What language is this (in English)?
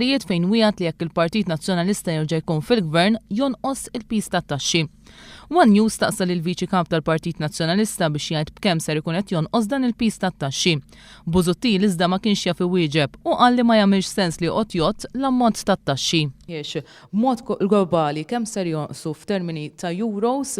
Maltese